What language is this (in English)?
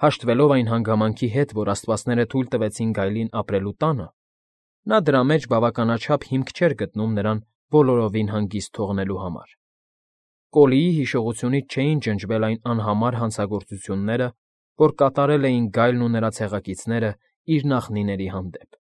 Armenian